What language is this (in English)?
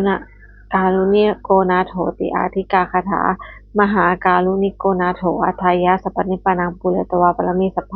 Pali